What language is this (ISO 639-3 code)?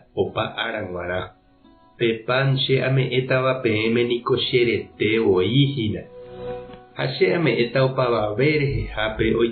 grn